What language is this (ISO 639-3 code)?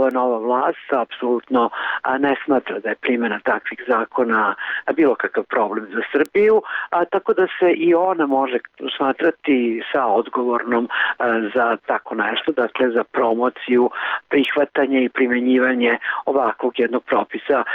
hrv